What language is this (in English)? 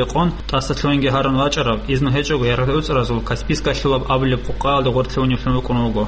Avaric